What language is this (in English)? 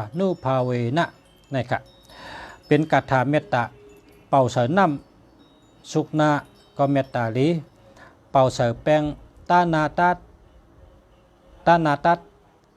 Shan